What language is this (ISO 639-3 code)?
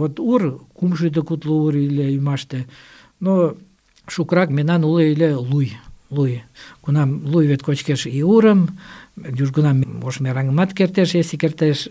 chm